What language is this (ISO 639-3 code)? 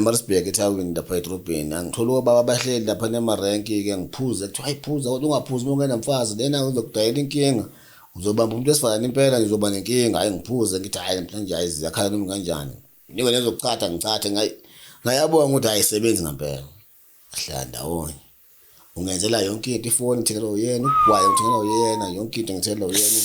zul